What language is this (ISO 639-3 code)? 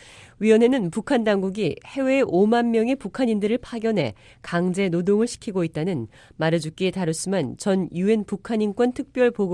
kor